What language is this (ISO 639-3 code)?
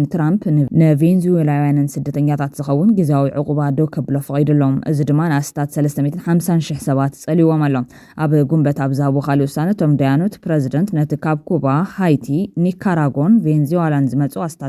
tir